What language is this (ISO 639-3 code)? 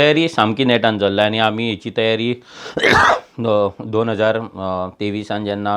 kok